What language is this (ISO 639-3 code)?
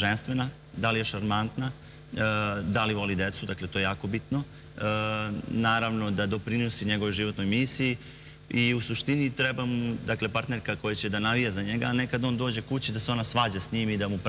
srp